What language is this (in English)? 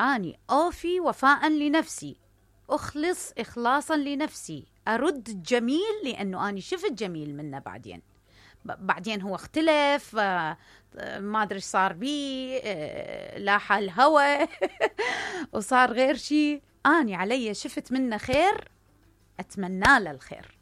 Mesopotamian Arabic